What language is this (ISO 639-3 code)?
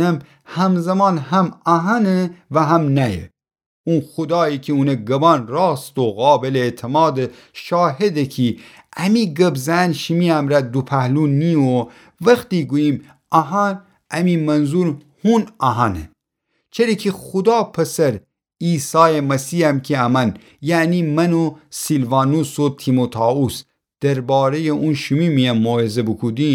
glk